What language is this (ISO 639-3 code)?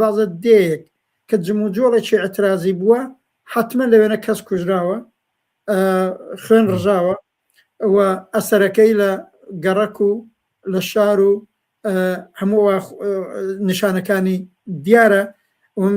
ckb